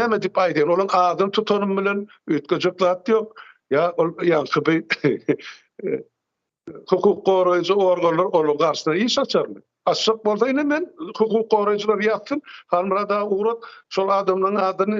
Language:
Turkmen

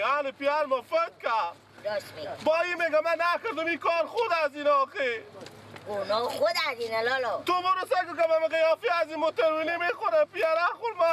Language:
Persian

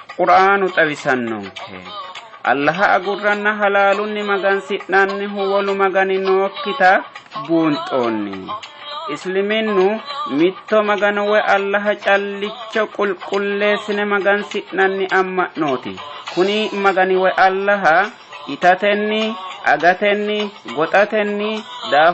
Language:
Sidamo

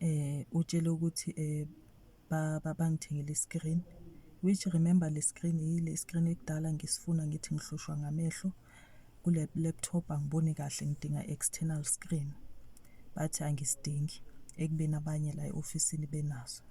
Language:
Zulu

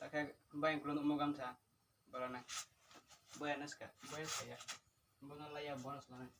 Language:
Riang (India)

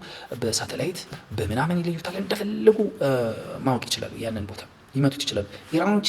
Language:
Amharic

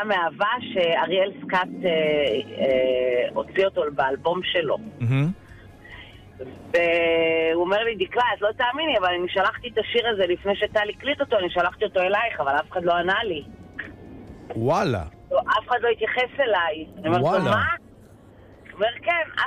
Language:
Hebrew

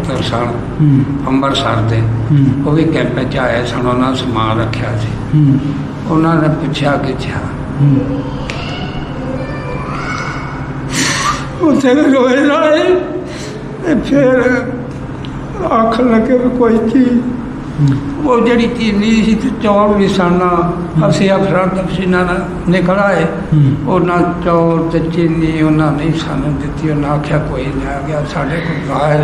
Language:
Punjabi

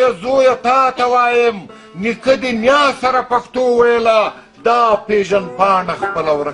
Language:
Pashto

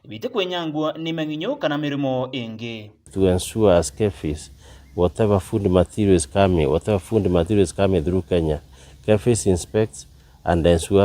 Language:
Meru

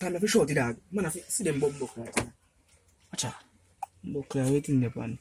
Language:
Jamaican Creole English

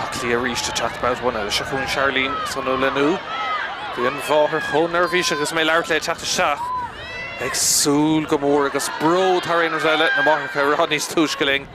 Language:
Irish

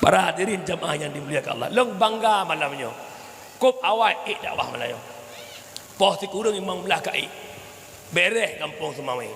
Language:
Achinese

